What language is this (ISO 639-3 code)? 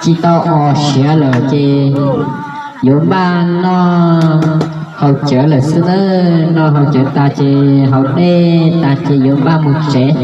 hmn